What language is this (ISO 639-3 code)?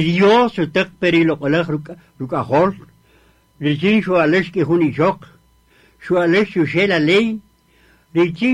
cak